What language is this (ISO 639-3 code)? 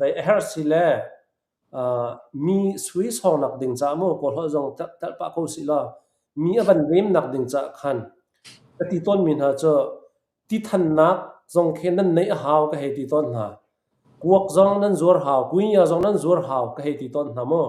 cnh